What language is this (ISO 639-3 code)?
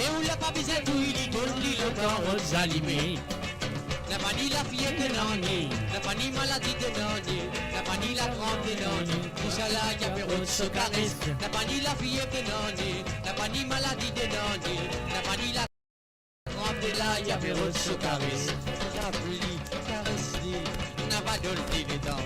mfe